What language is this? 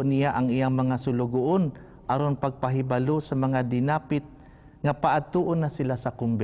Cebuano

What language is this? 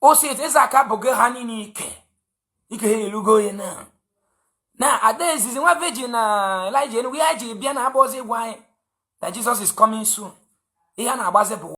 Igbo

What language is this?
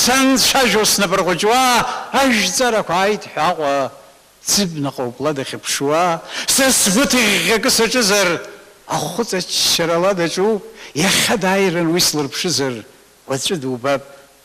Abkhazian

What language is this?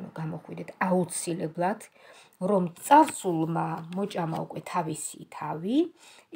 Georgian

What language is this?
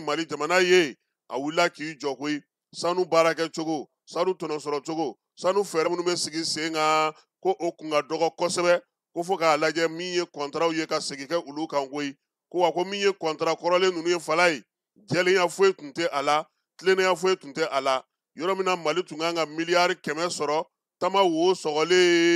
Bambara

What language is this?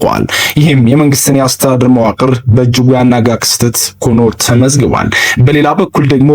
Amharic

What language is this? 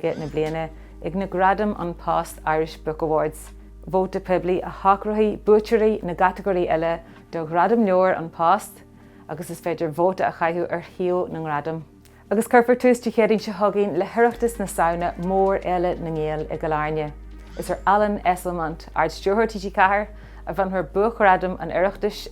Irish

